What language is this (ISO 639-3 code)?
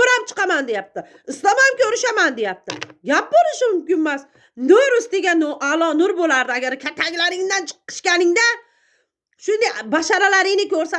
uzb